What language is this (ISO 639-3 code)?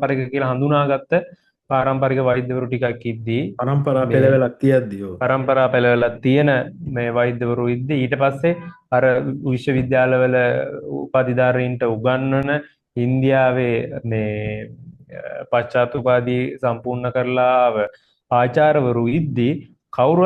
sin